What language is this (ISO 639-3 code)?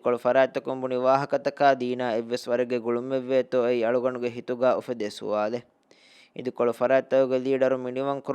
div